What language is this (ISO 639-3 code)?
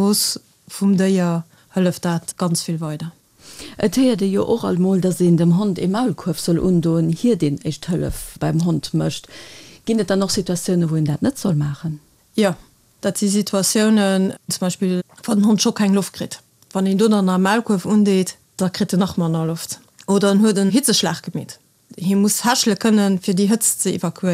ltz